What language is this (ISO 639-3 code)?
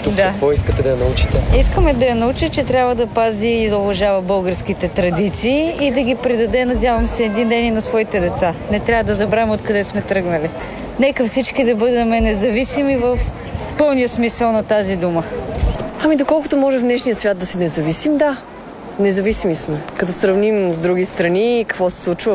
bul